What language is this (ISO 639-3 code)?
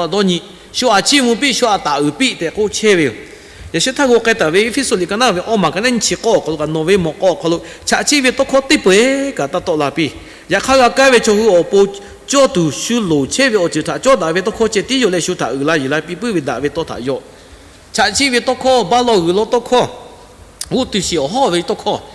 lhu